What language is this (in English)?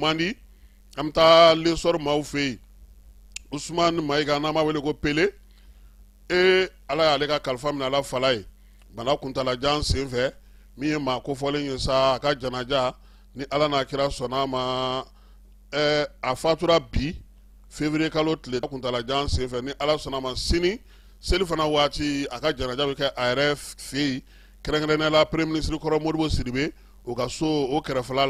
Bambara